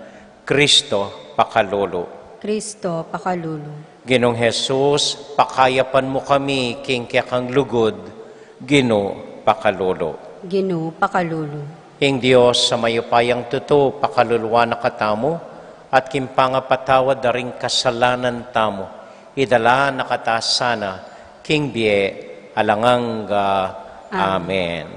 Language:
Pampanga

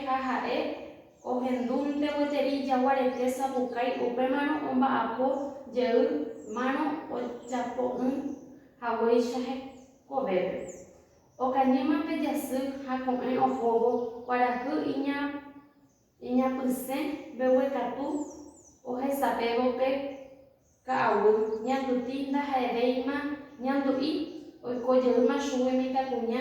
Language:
Guarani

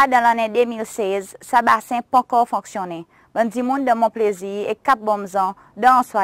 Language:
Seselwa Creole French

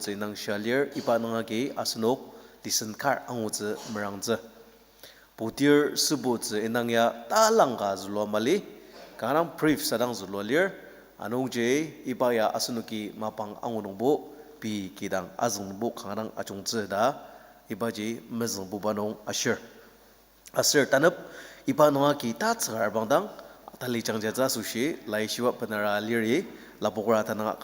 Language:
Ao Naga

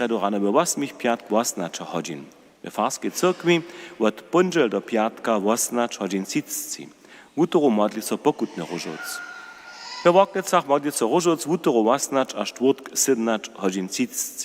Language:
Upper Sorbian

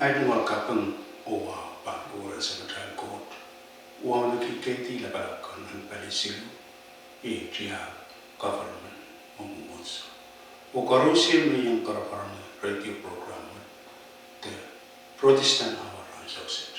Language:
Pohnpeian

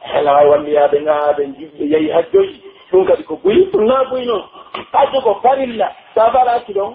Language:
Pular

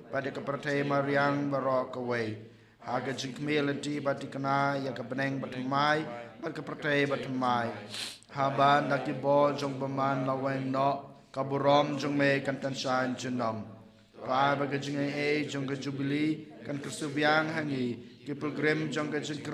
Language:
Khasi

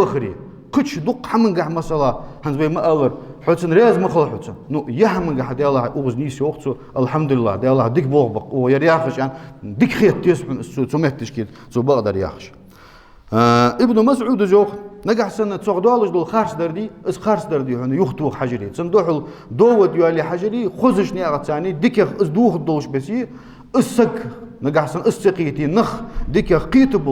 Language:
Ingush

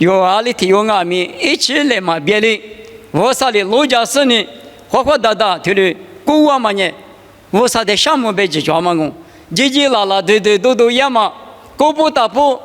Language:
Lisu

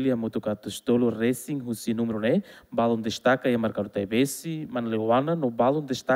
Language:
Tetum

